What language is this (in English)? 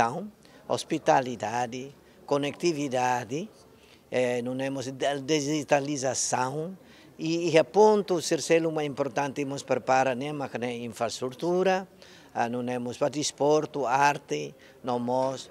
Tetum